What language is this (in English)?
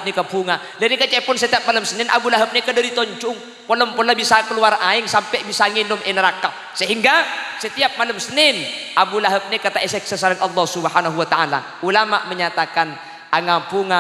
Madurese